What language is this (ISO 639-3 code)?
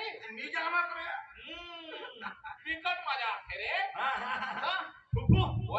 hne